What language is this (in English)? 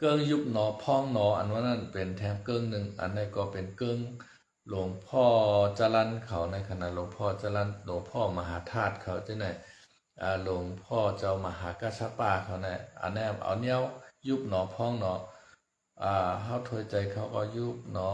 Shan